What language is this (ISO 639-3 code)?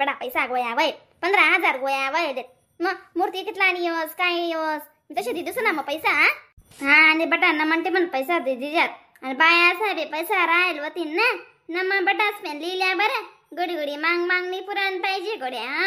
khn